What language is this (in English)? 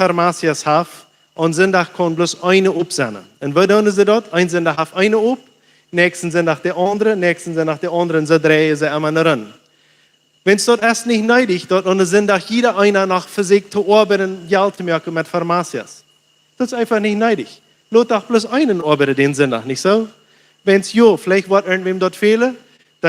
Plautdietsch